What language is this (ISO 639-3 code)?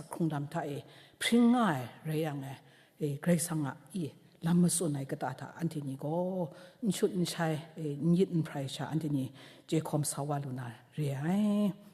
kac